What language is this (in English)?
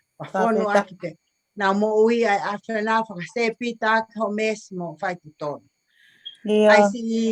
Tongan